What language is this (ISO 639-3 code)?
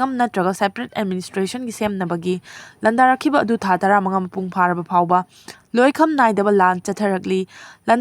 mni